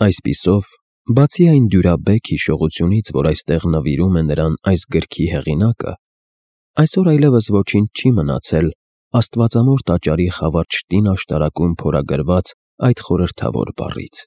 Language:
Armenian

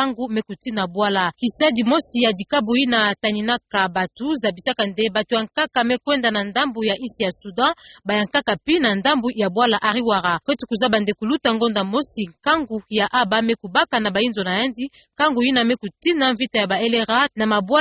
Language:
Kituba (Democratic Republic of Congo)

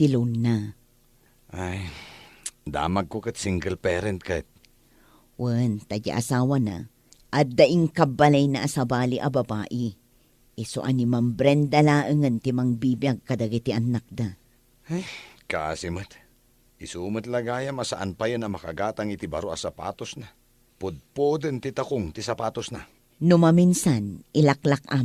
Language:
Iloko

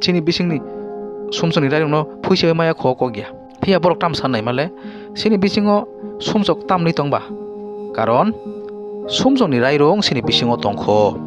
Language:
Kok Borok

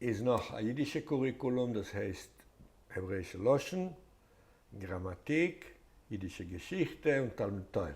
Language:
Yiddish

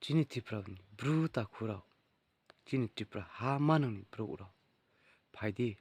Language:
Riang (India)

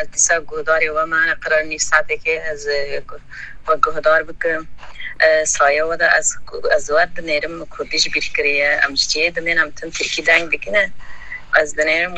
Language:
Kurdish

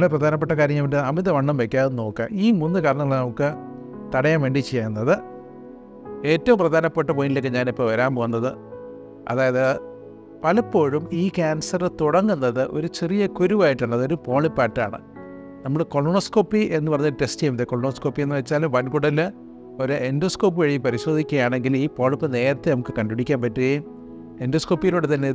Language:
Malayalam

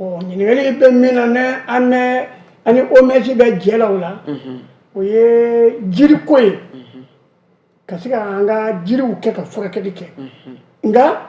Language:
Bambara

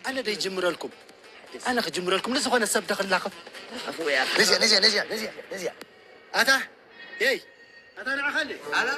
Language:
Tigrinya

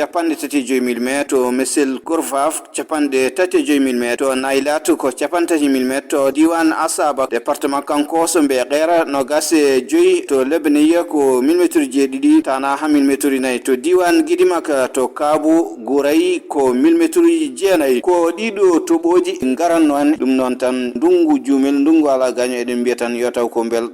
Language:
Fula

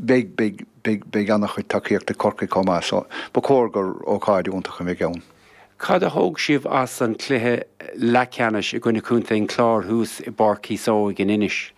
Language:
Irish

